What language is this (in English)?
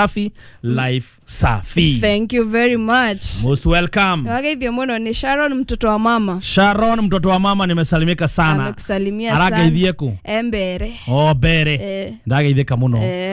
Kikuyu